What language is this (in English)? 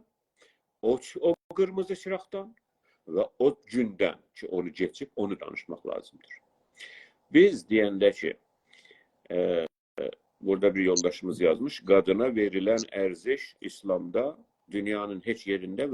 South Azerbaijani